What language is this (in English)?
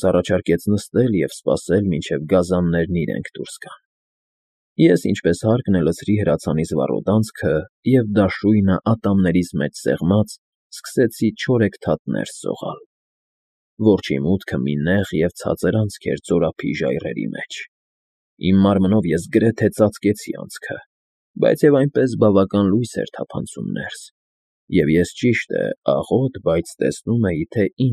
Armenian